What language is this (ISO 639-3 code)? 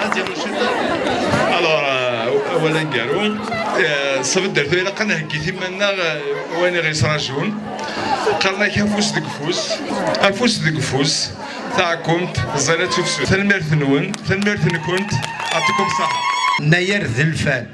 kab